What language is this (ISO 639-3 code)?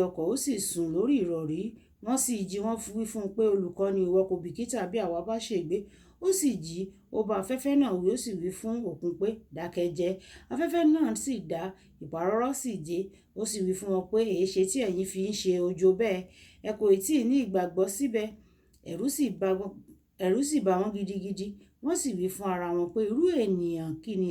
yor